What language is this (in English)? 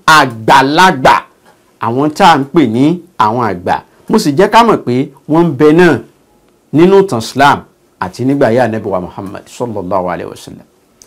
Yoruba